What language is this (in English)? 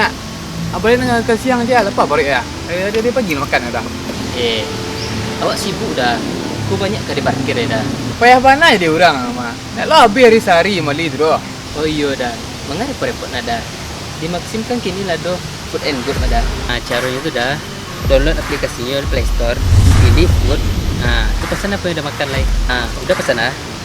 Minangkabau